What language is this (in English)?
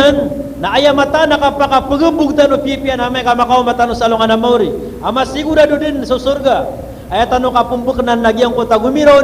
Maranao